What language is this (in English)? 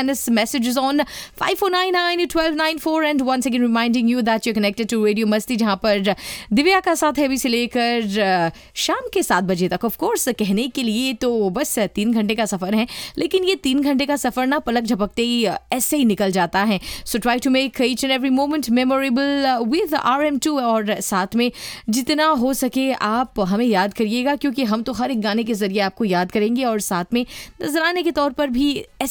Hindi